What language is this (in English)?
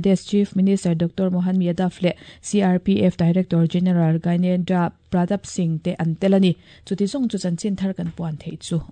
Mizo